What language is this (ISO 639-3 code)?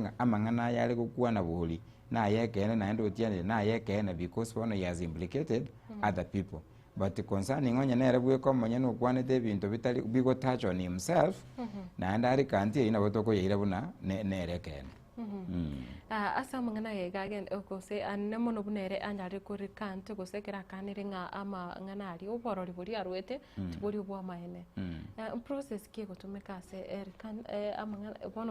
guz